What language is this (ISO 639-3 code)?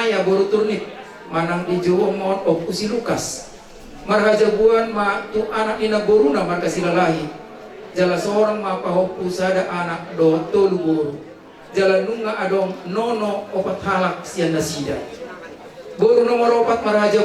bbc